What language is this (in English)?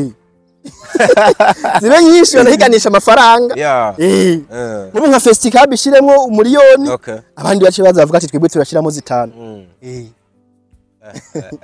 Rundi